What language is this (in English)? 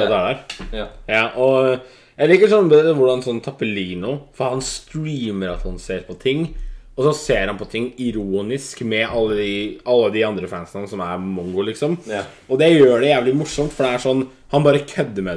Norwegian